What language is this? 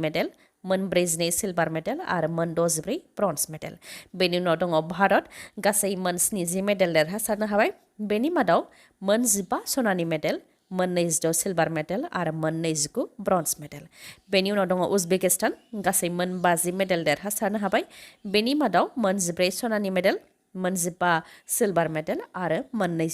Bodo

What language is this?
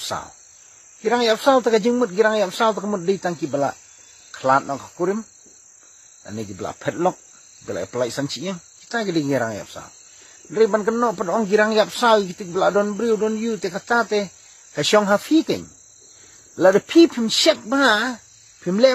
Khasi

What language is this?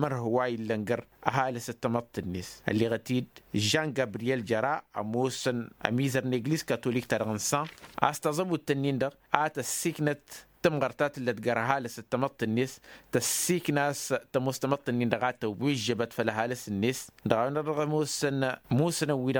Tamasheq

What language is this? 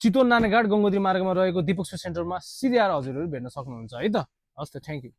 Nepali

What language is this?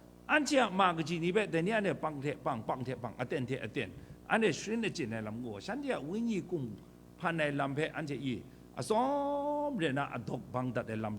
Kachin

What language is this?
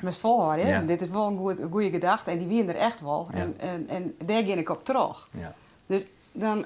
Western Frisian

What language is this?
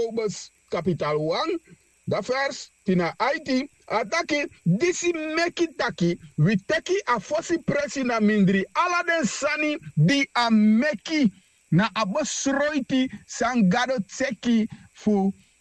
Sranan Tongo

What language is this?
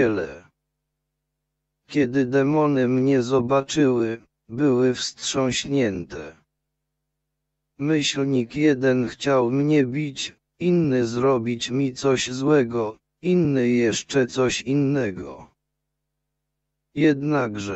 Polish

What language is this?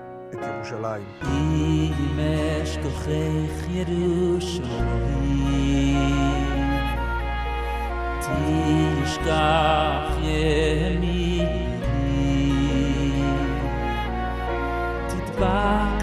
Hebrew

